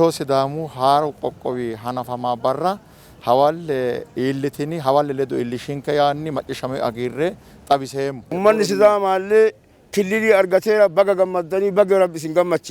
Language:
Sidamo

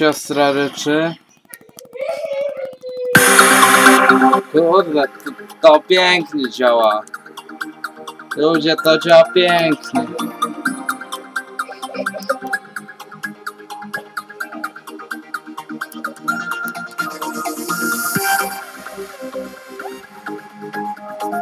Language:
Polish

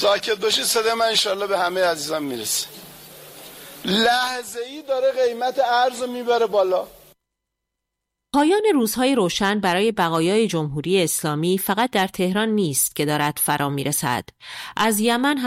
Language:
Persian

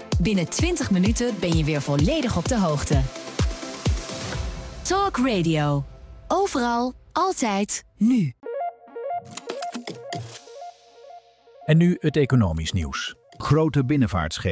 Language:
Dutch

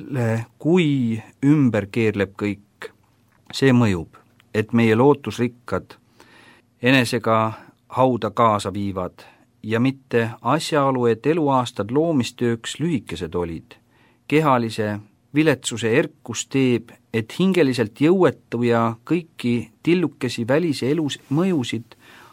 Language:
Estonian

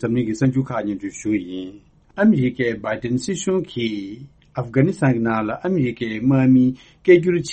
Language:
Tibetan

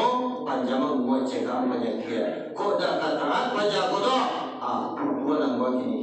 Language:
Minangkabau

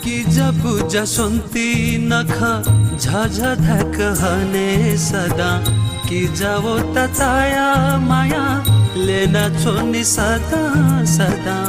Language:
Newari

